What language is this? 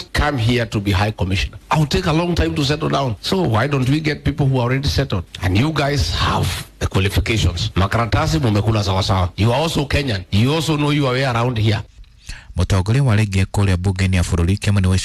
Kikuyu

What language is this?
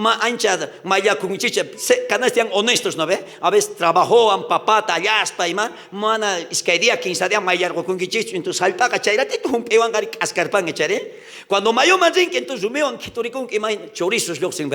South Bolivian Quechua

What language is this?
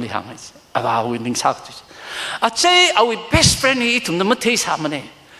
Tangkhul Naga (India)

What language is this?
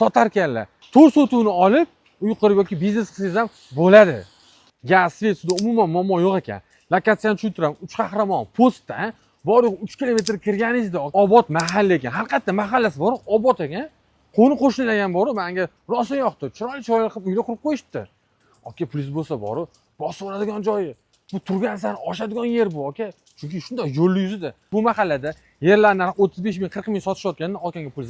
Uzbek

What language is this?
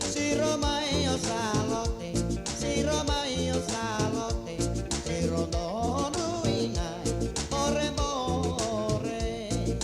Fijian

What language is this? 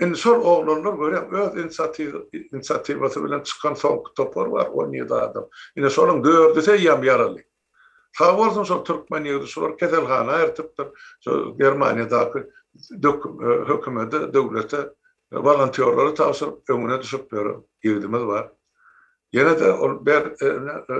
Turkmen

